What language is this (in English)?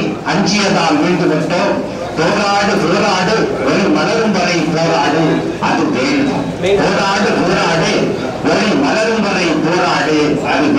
Tamil